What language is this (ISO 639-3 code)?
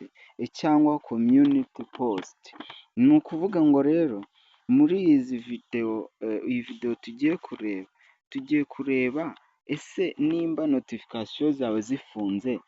kin